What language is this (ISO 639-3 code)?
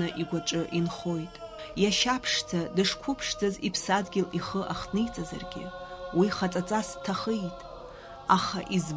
abk